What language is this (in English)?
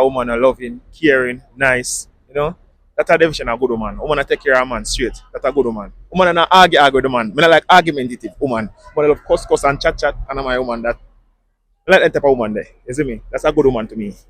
Jamaican Creole English